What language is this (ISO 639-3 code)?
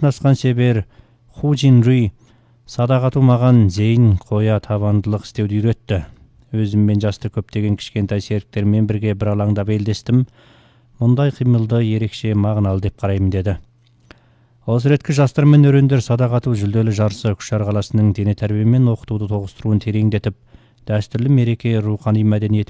kaz